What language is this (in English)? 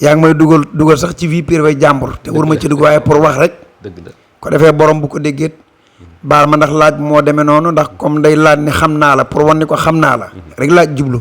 Wolof